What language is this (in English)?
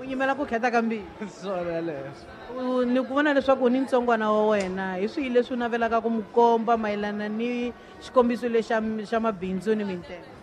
Tsonga